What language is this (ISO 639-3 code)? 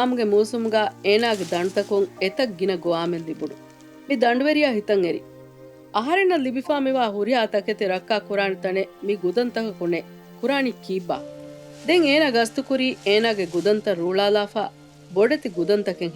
div